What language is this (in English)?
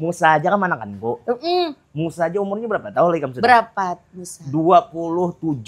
Banjar